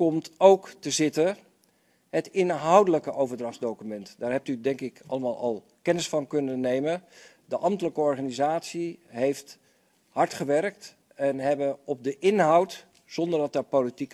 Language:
Dutch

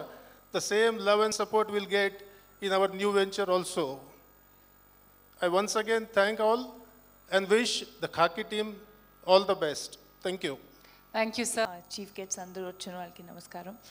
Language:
Telugu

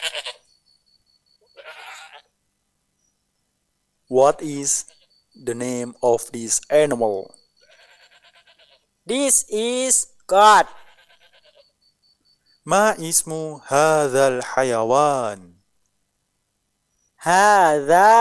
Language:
Indonesian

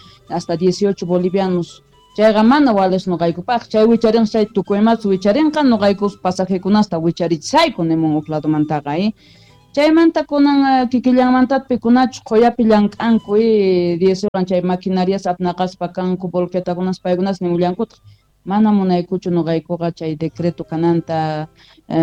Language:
South Bolivian Quechua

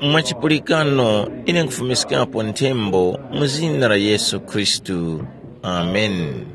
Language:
Tumbuka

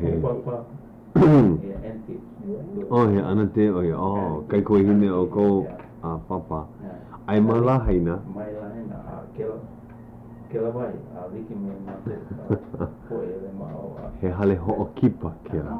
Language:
Hawaiian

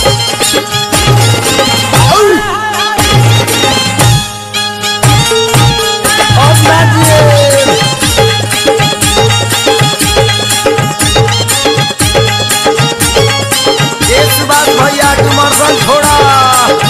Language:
Bhojpuri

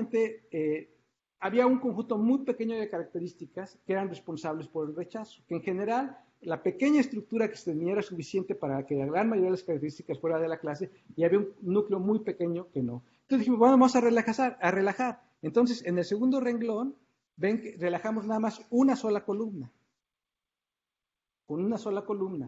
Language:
Spanish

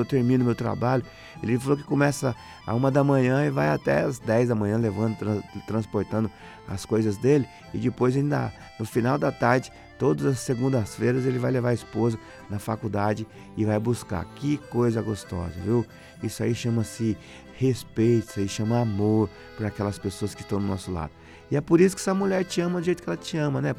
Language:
Portuguese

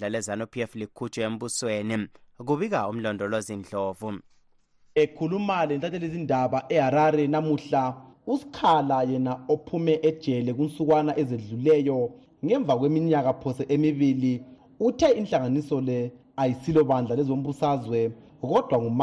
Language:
North Ndebele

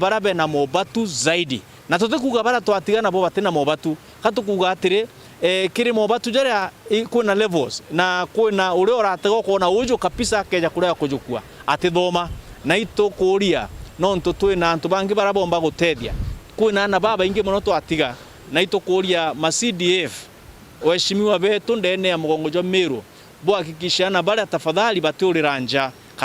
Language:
Meru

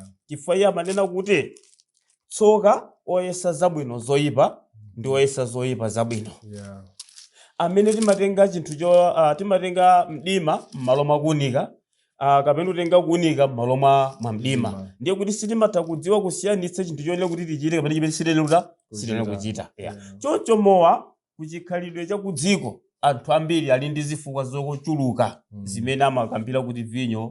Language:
Nyanja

